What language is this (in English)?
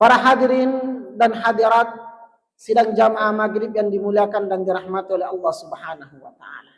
Buginese